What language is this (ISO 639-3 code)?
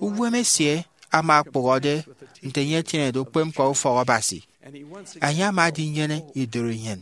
efi